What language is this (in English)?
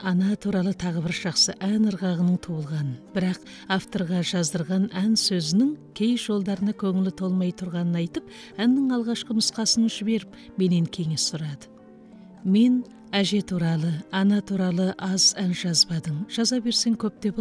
Kazakh